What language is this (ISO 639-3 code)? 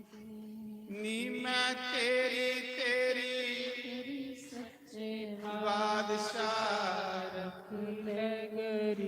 doi